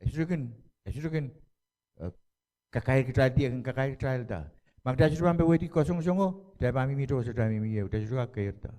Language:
Pohnpeian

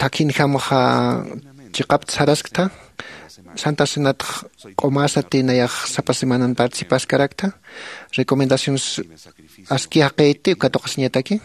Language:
Aymara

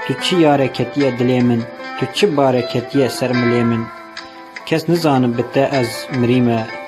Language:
Kurdish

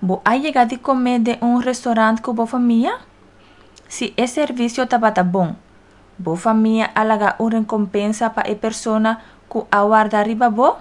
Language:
Papiamento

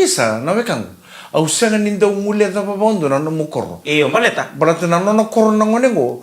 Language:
Fijian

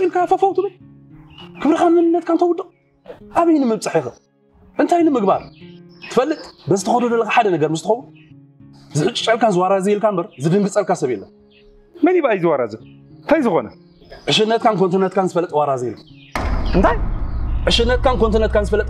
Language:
Tigrinya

